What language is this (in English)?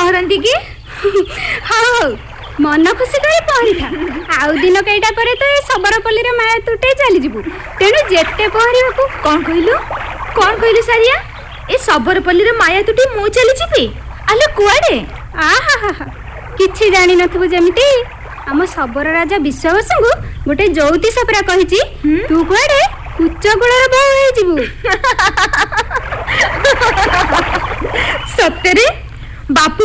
Odia